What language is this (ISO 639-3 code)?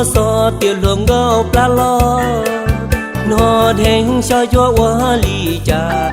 hmn